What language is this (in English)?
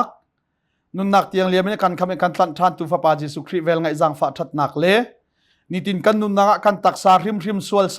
Hakha Chin